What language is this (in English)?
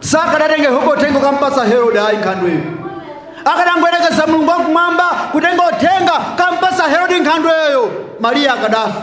Nyanja